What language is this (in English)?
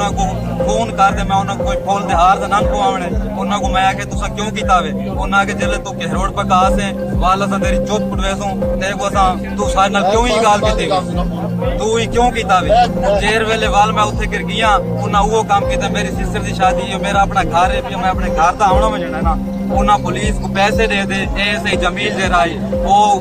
Saraiki